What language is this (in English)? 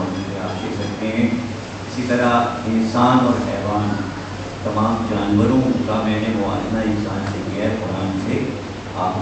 Urdu